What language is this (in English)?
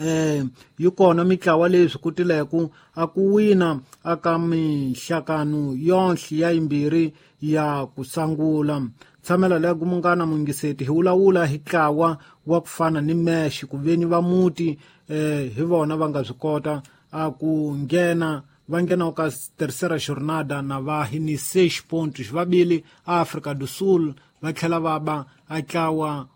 Tsonga